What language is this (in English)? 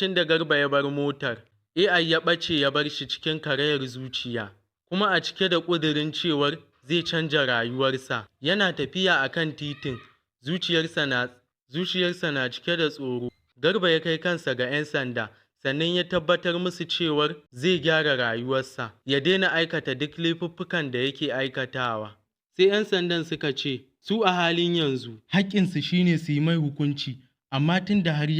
Hausa